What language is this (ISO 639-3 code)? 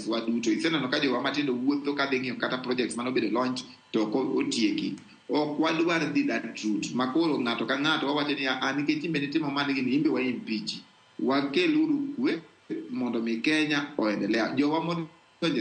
luo